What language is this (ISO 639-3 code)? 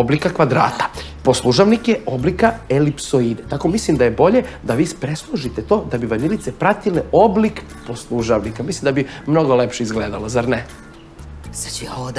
srp